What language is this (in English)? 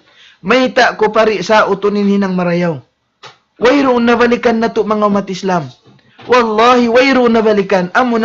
Tausug